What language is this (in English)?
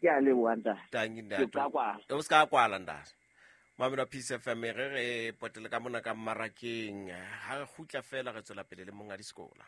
Southern Sotho